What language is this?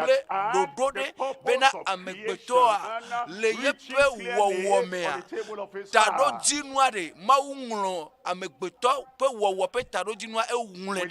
Ewe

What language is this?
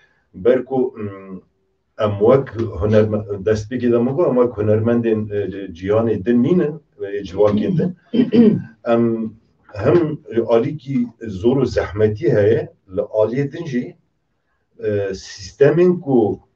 Kurdish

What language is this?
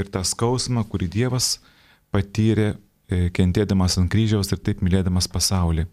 Lithuanian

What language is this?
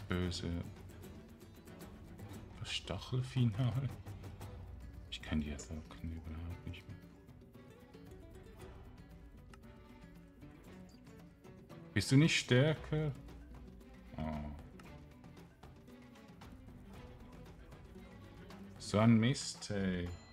German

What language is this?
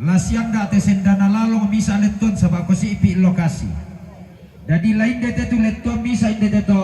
Toraja-Sa'dan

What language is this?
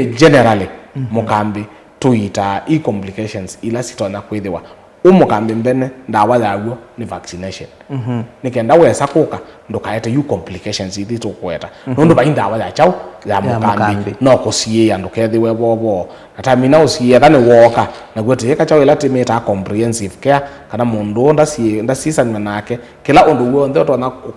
Kamba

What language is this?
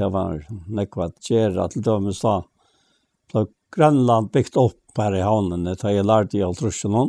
Faroese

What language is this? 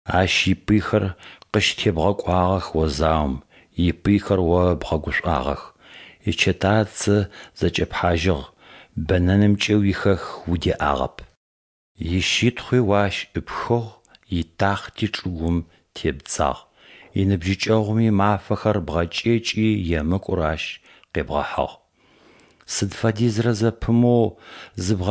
Adyghe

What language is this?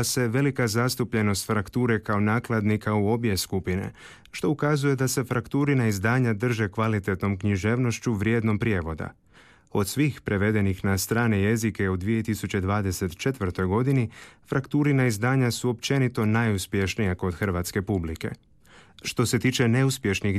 Croatian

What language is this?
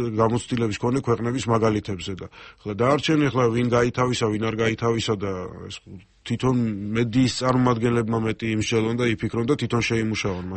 Georgian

